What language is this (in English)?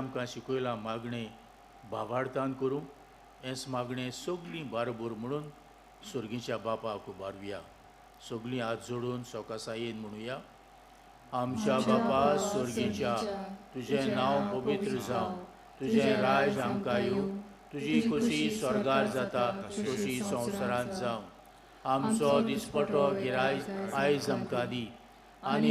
Konkani